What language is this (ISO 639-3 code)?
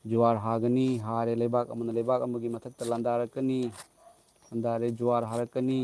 mni